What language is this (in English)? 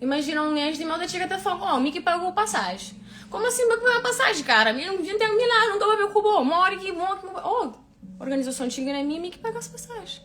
Kabuverdianu